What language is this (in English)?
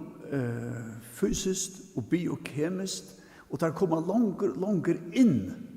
Faroese